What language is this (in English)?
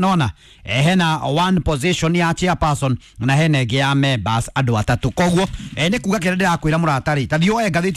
Kikuyu